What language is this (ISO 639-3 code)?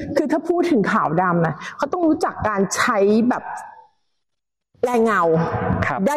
tha